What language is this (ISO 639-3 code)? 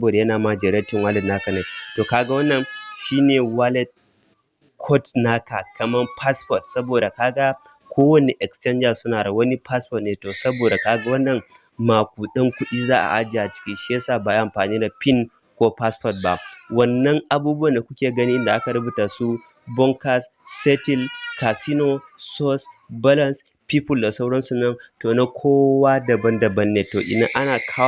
hau